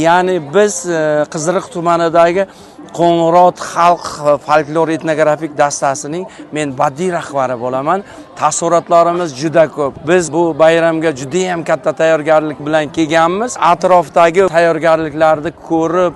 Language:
Uzbek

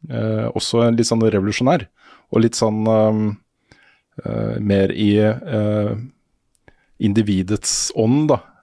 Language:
Norwegian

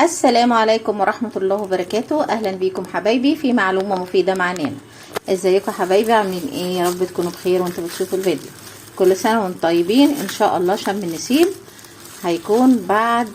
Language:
Egyptian Arabic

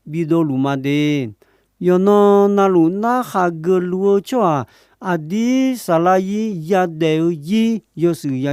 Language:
Akha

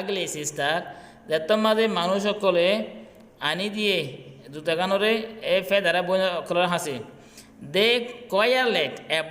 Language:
Rohingya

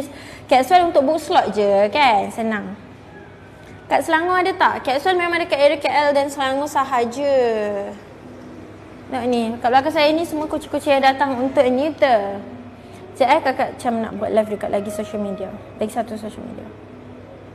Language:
Malay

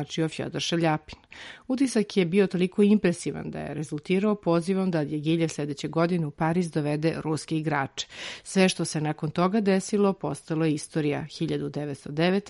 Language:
Serbian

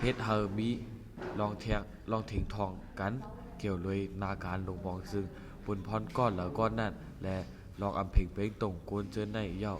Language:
Lao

